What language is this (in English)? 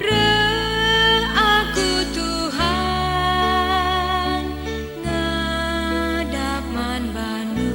Batak Karo